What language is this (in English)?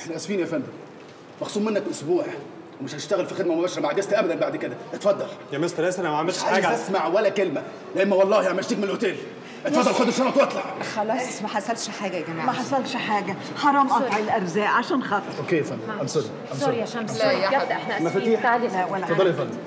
Egyptian Arabic